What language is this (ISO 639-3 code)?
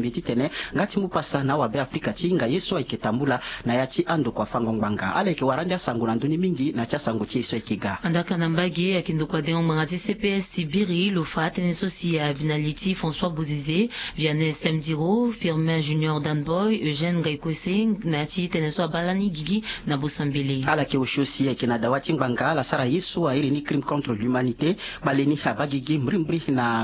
sag